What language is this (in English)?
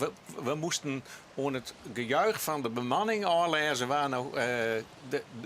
Western Frisian